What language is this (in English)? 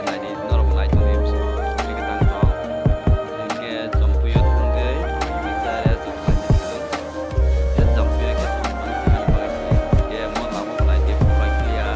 Kok Borok